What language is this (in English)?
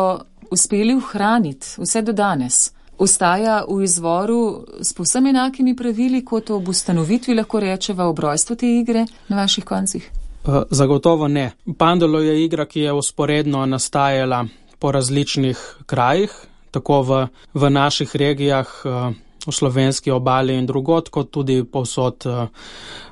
Slovenian